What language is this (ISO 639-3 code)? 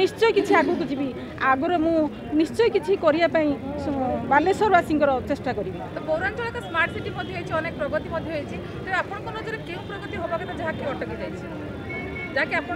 ori